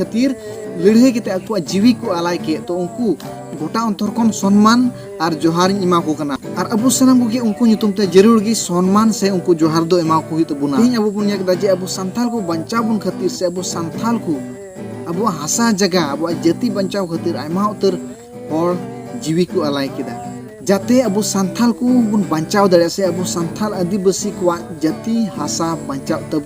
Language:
Santali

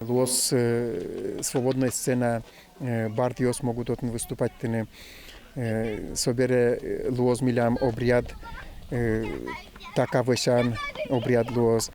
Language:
Udmurt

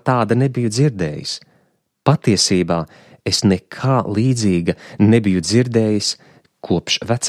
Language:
Latvian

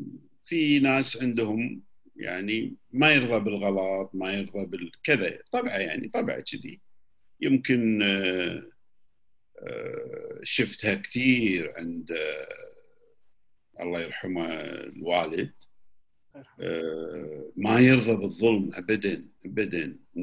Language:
Gulf Arabic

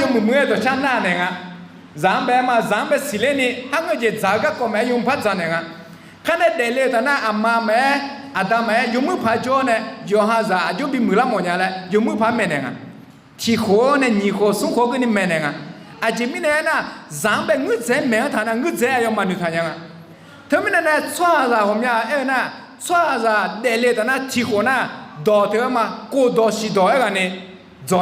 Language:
Akha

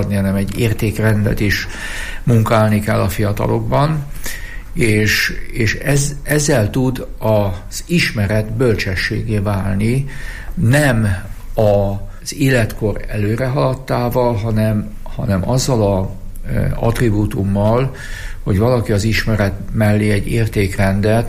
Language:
Hungarian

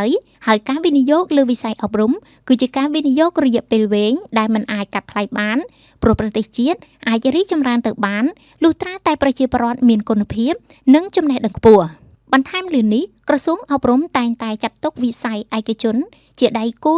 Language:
Khmer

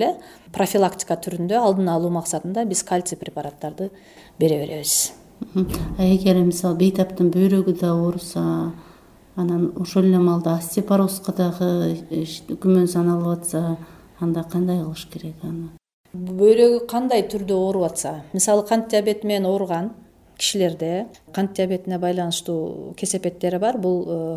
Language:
Kyrgyz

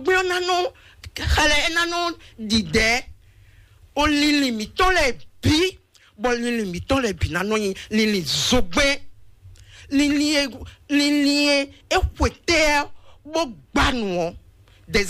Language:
Fon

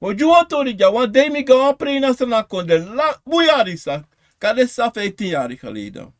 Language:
Sranan Tongo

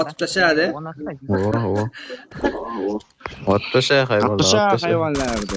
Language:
Kara-Kalpak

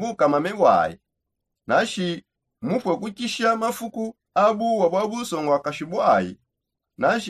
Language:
Songe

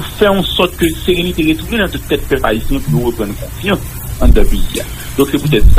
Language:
Haitian Creole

